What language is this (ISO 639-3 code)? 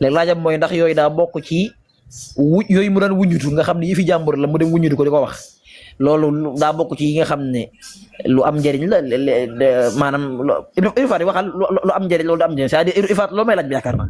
wol